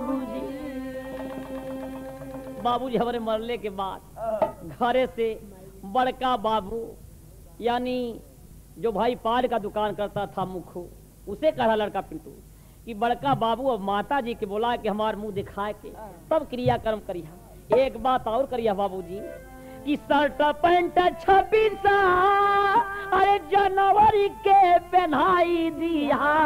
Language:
Bhojpuri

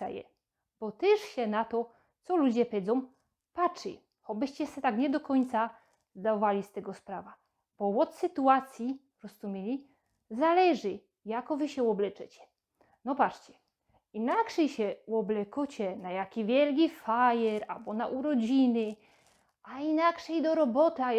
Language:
Silesian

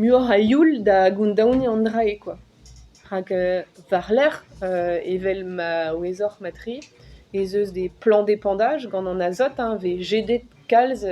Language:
Breton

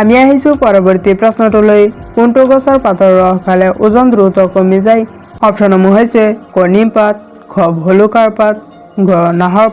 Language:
Assamese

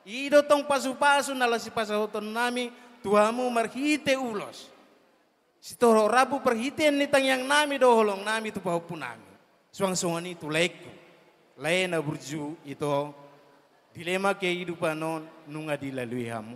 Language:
Batak Toba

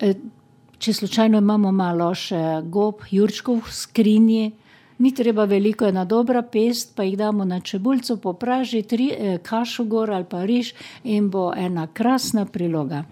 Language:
Slovenian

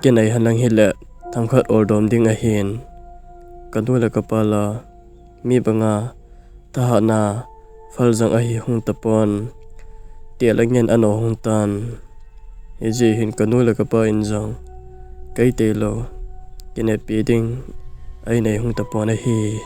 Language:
Thado Chin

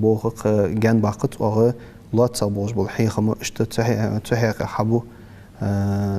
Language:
Ingush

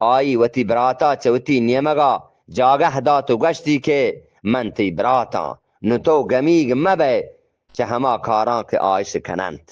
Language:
Eastern Balochi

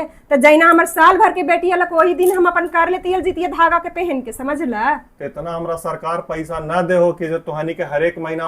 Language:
Magahi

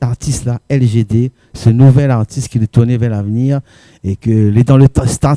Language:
Réunion Creole French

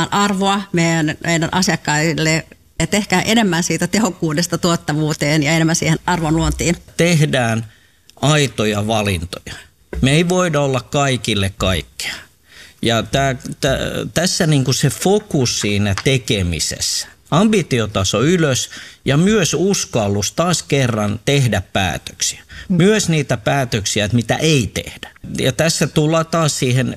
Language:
Finnish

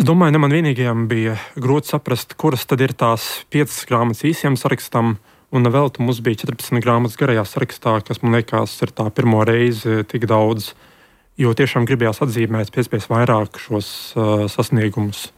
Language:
Latvian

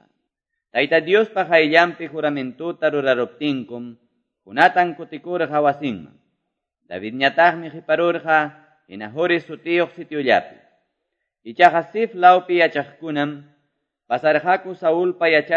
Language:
Quechua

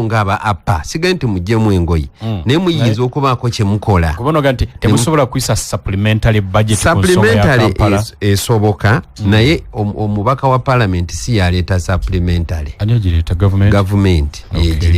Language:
Ganda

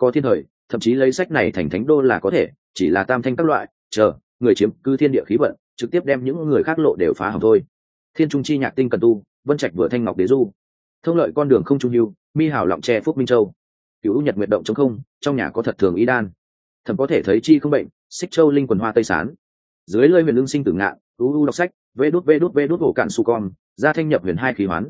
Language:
Vietnamese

